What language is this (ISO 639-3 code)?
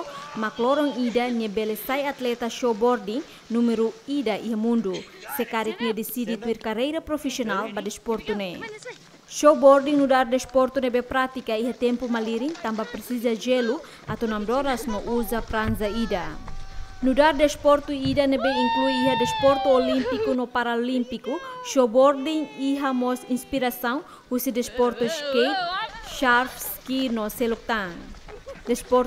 tet